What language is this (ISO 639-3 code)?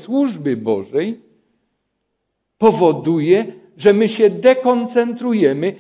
pol